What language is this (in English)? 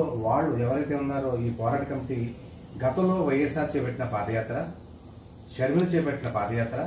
Telugu